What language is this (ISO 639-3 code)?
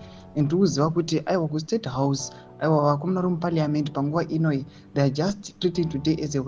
sna